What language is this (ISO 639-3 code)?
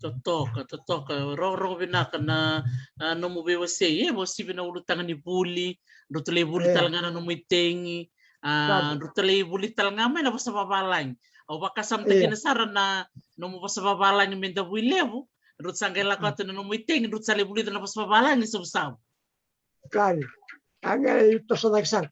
fij